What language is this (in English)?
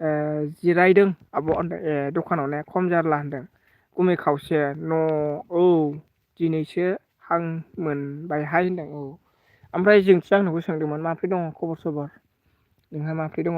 Bodo